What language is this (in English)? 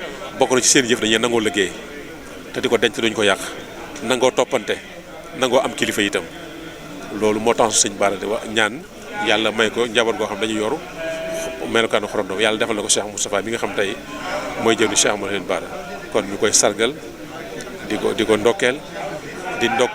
Wolof